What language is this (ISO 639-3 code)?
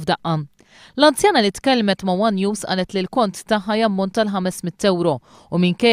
mlt